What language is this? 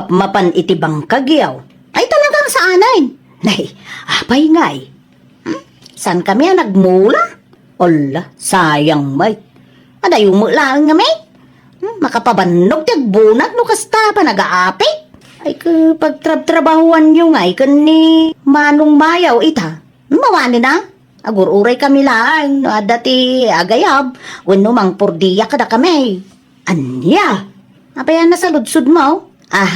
Iloko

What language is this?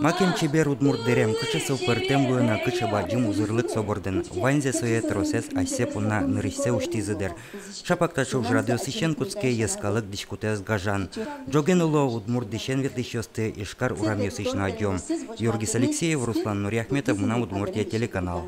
Udmurt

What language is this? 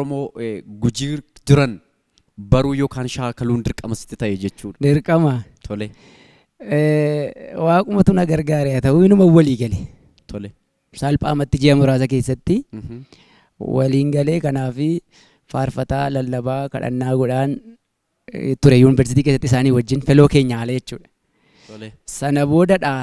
Oromo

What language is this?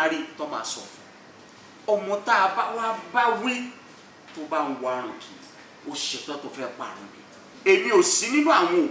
Yoruba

